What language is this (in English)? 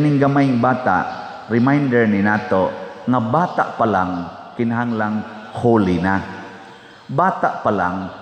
Cebuano